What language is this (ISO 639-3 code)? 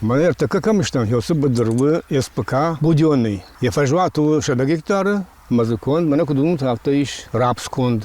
oss